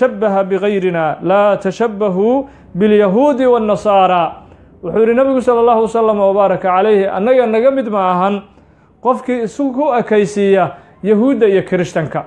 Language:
Somali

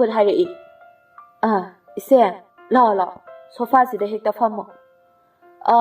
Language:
Manipuri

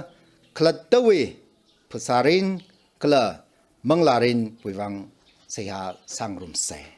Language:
Tangkhul Naga (India)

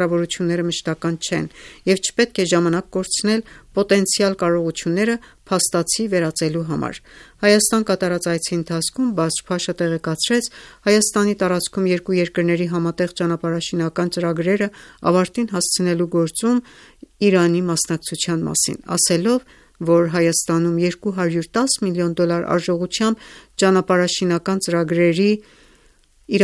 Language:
Armenian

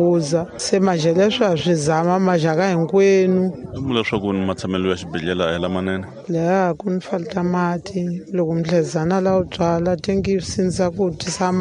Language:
Tsonga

